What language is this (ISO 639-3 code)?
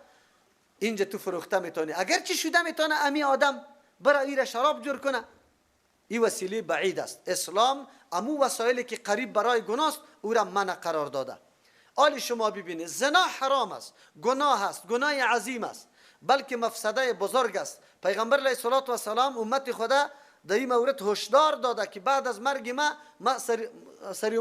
fas